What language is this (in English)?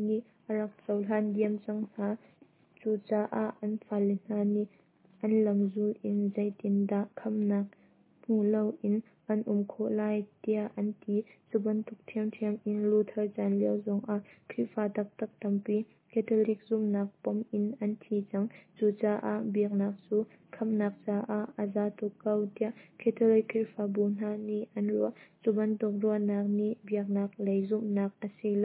Hakha Chin